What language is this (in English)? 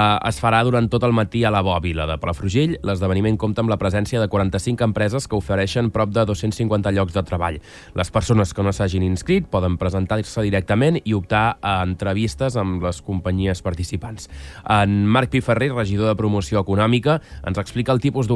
Catalan